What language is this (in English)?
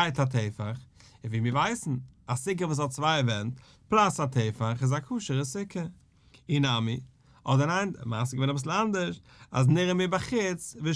Yiddish